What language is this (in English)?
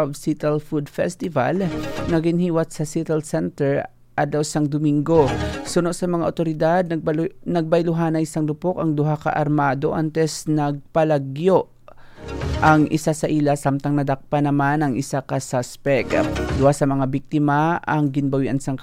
Hiligaynon